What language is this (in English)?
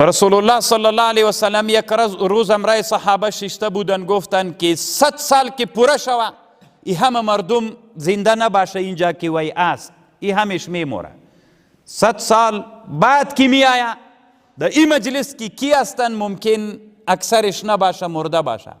Pashto